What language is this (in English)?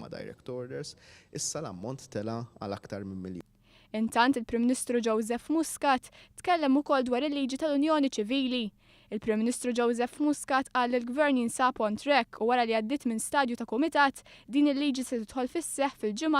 Maltese